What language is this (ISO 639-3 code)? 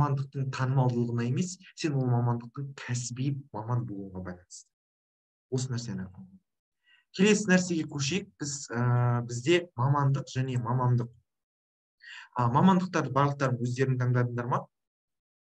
kaz